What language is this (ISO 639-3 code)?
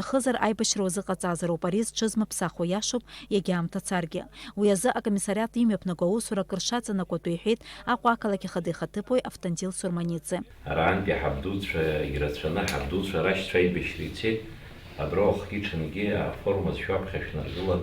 abk